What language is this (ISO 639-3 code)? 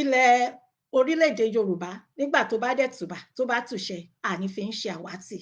yor